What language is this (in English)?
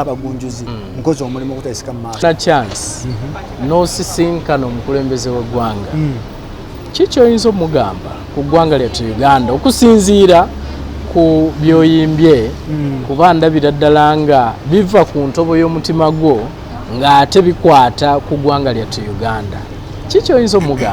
Ganda